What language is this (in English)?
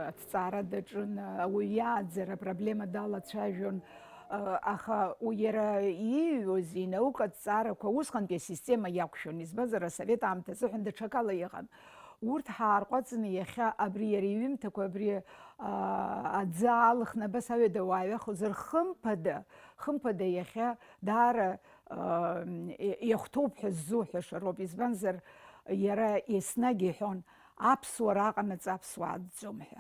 Abkhazian